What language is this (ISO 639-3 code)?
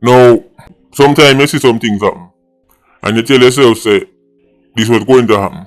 jam